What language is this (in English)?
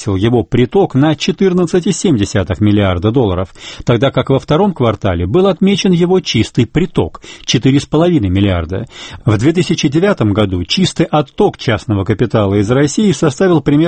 Russian